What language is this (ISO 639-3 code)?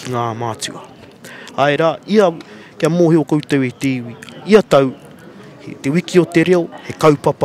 mri